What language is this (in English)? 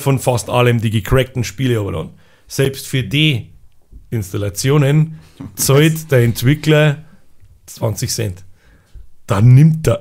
Bavarian